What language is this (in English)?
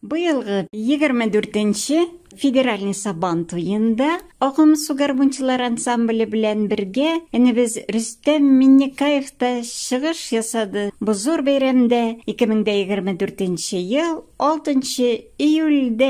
Tatar